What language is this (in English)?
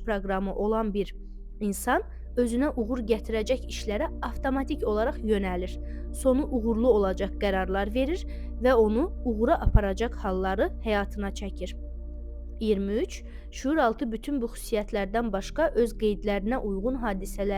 Azerbaijani